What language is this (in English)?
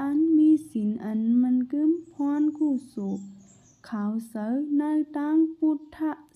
Shan